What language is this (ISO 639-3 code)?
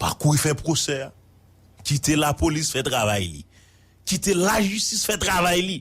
hat